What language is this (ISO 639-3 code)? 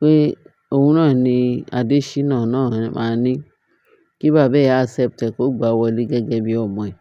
yor